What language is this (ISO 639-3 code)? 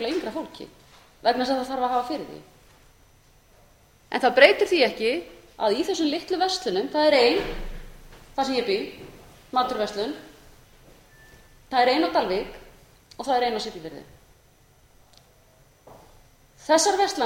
isl